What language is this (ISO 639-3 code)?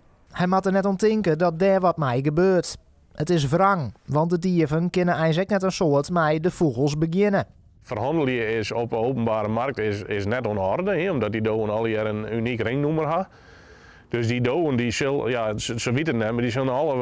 fry